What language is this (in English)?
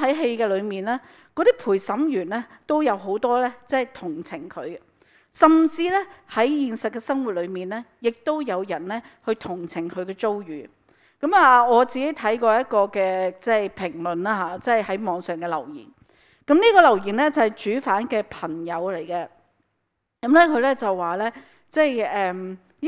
Cantonese